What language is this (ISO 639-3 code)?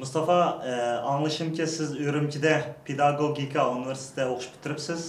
uig